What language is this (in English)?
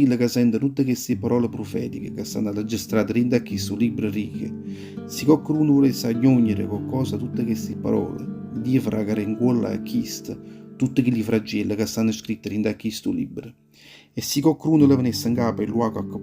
Neapolitan